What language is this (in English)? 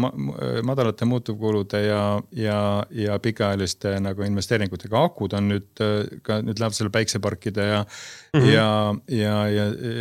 Estonian